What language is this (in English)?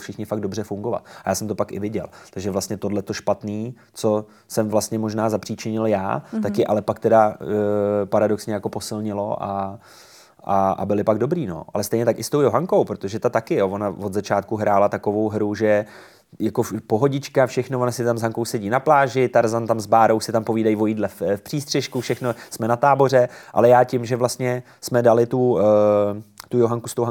Czech